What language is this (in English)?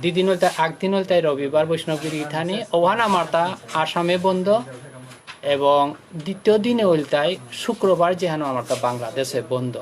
Bishnupriya